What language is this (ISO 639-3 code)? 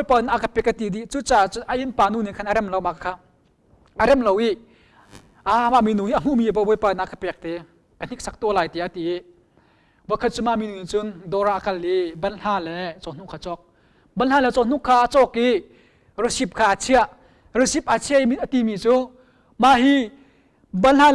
cnh